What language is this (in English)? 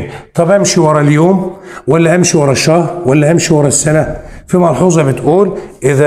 Egyptian Arabic